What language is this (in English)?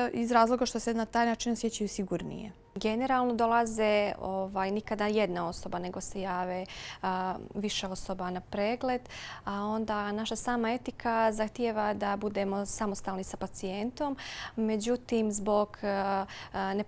Bosnian